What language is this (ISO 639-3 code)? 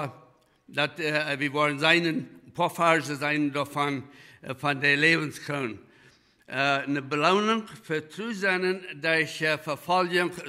pdt